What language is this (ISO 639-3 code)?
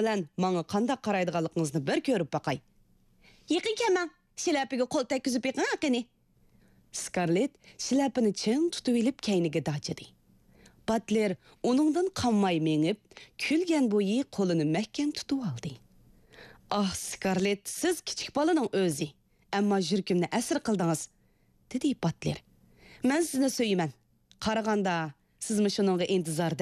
uig